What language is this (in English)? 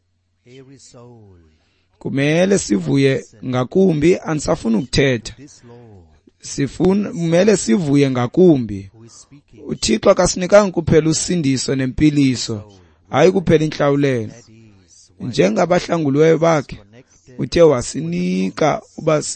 Xhosa